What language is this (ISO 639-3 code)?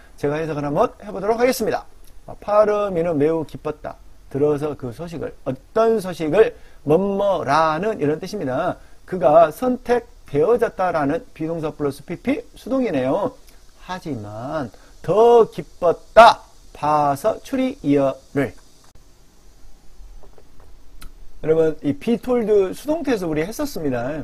kor